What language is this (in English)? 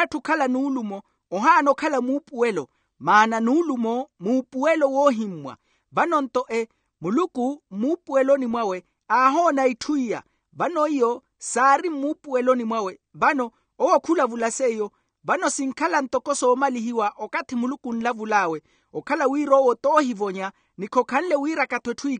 Makhuwa